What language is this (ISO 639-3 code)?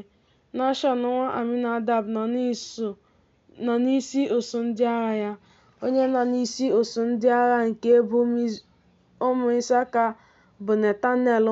ibo